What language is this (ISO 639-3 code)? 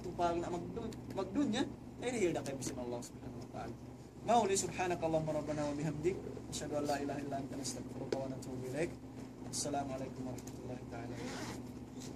tsg